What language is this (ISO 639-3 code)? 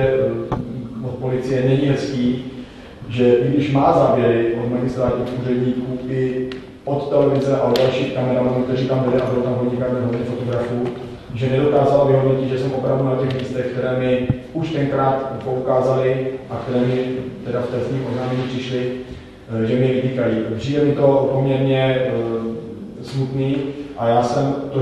ces